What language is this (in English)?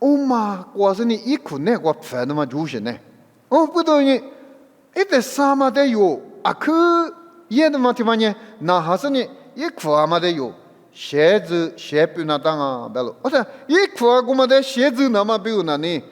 Lisu